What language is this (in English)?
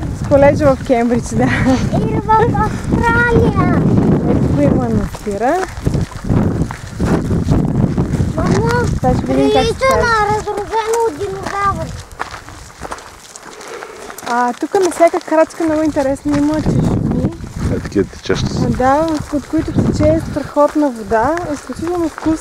Bulgarian